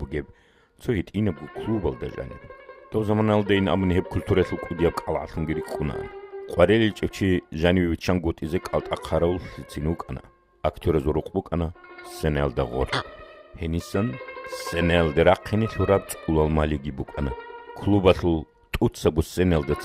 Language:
Avaric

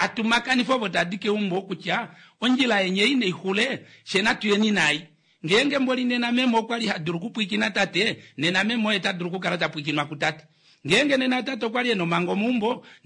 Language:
Kuanyama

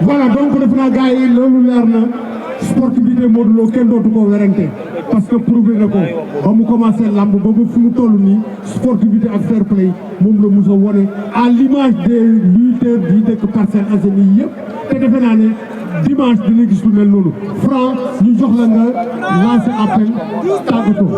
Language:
Wolof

